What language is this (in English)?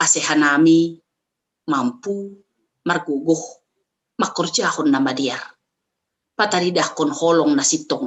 Batak Simalungun